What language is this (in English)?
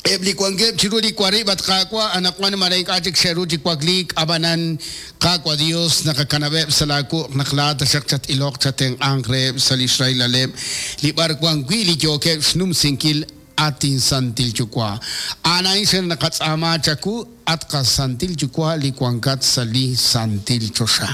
Kekchí